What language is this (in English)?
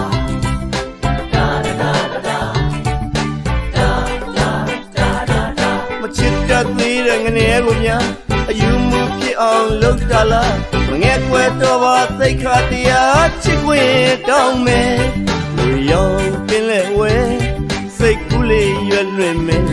Burmese